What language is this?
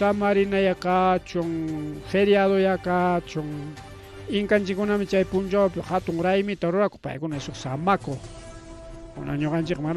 Ayacucho Quechua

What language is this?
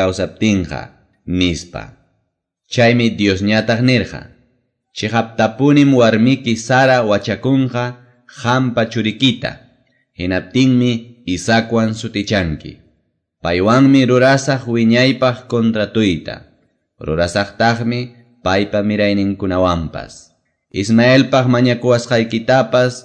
Quechua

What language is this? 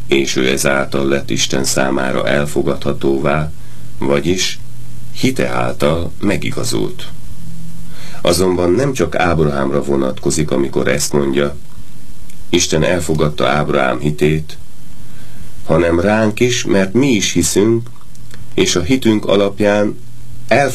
Hungarian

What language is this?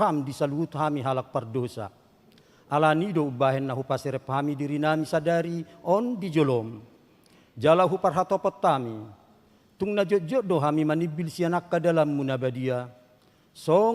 Batak Toba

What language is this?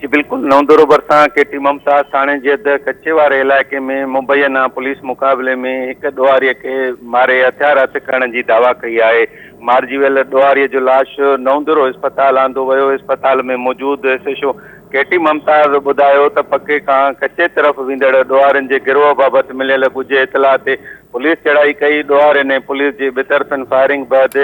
Sindhi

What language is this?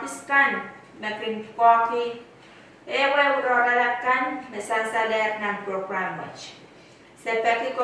Pohnpeian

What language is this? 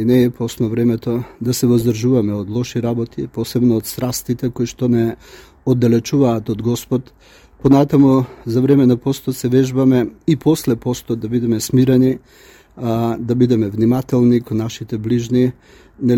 Macedonian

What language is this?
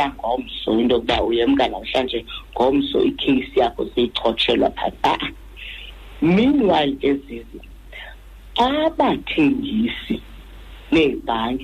Xhosa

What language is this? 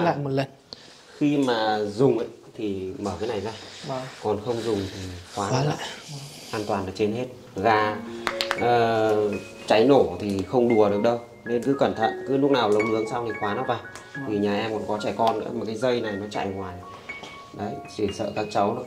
Vietnamese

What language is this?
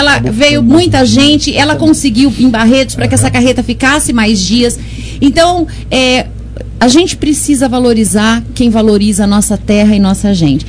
Portuguese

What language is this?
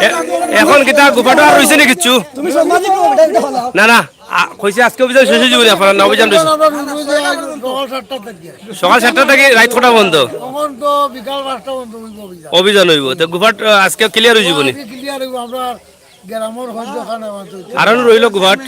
Sylheti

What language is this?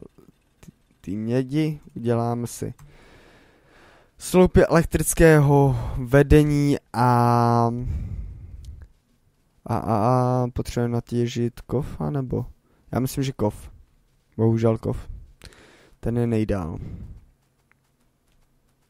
Czech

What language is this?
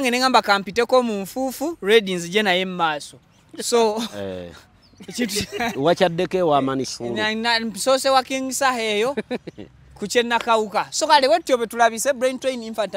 Ganda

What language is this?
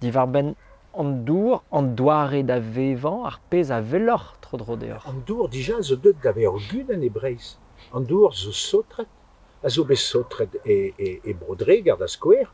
Breton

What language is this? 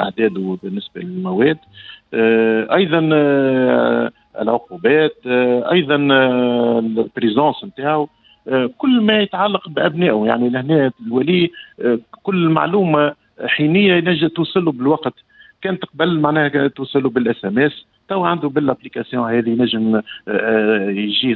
Tunisian Arabic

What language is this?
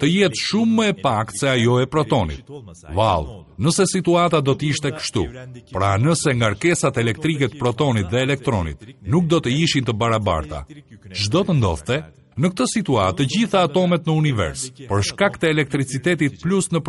Albanian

